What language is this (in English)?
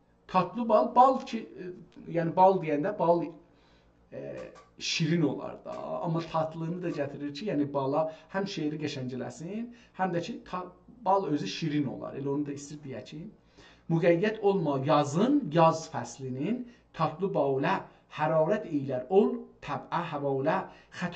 South Azerbaijani